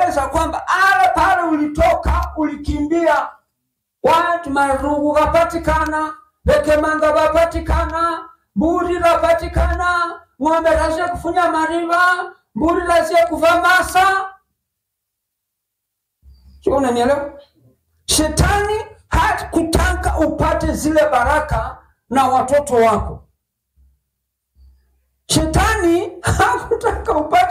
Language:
Swahili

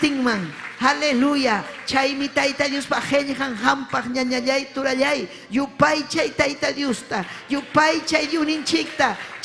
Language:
Ayacucho Quechua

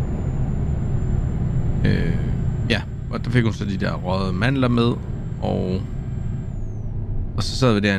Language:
Danish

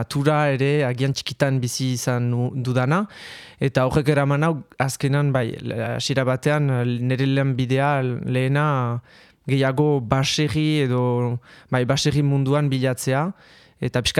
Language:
Basque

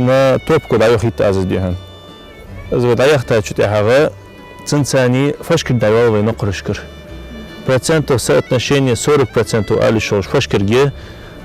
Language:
Ingush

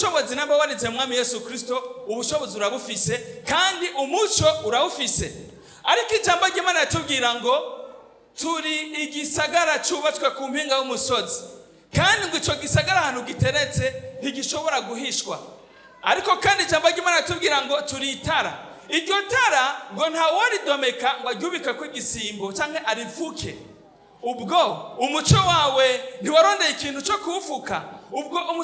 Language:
Rundi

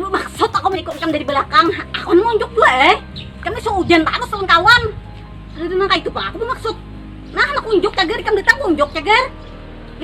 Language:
Banjar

